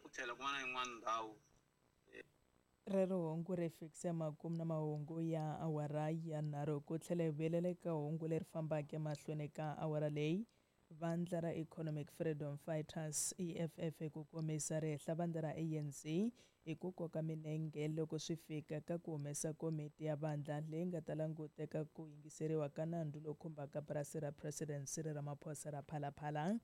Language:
Tsonga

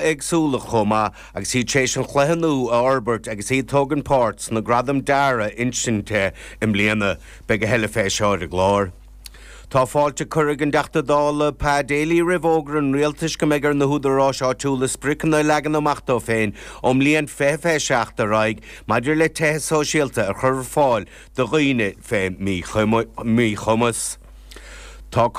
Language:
Irish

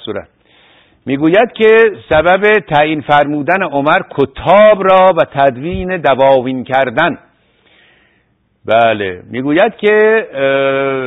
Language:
Persian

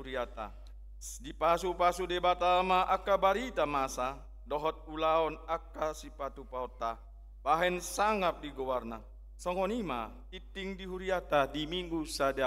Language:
Batak Toba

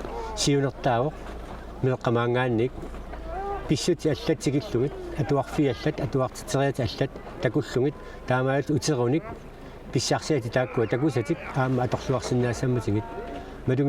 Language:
Kalaallisut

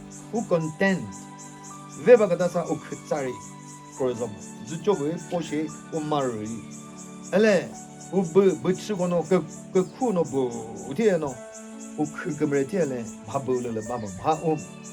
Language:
Chokri Naga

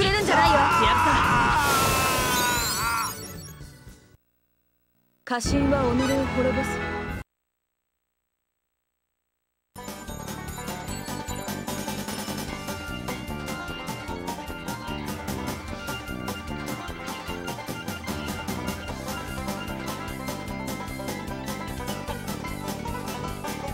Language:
Japanese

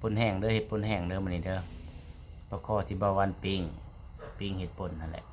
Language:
Lao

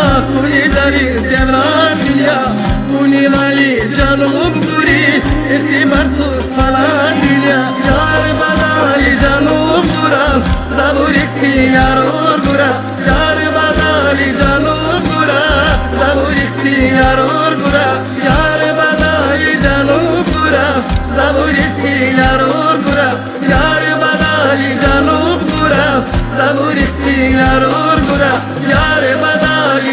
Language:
Tabassaran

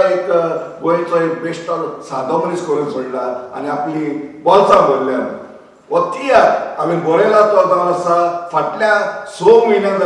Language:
Konkani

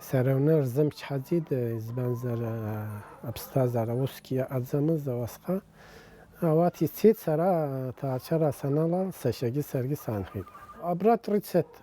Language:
Abkhazian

